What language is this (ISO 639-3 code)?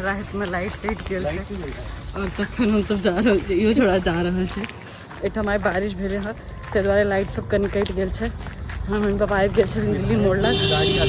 mai